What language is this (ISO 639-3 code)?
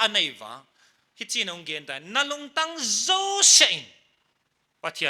pck